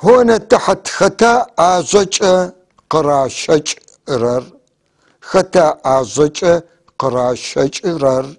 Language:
North Levantine Arabic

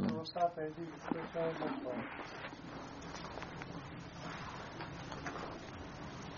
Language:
Persian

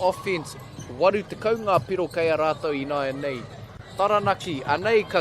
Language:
Māori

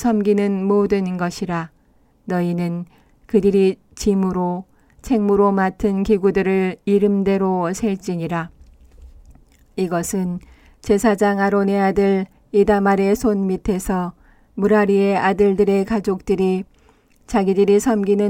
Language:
Korean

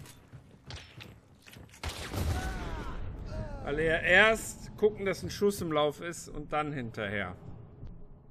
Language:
German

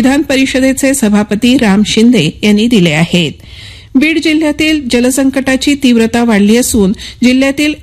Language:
Marathi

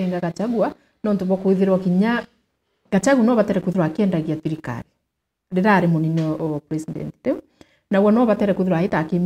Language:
Meru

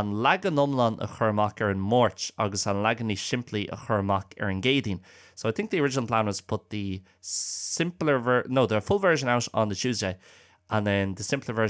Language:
Irish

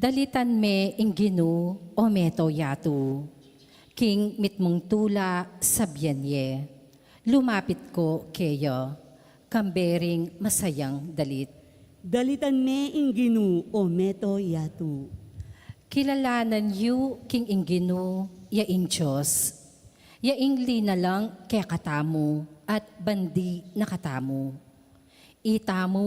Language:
Pampanga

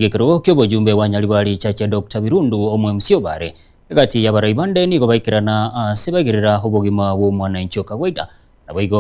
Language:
Gusii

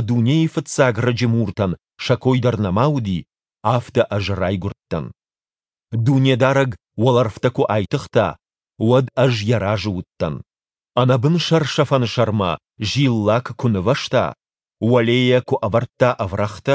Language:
Ossetic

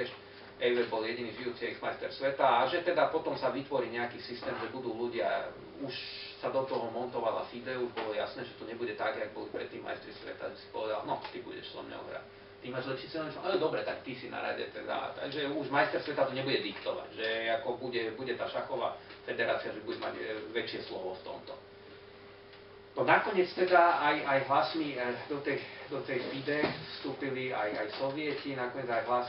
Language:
Slovak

